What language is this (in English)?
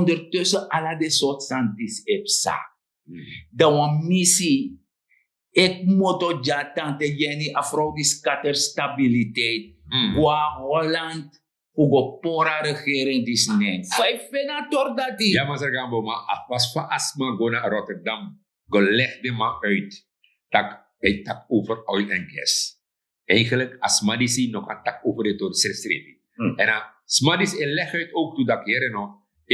Sranan Tongo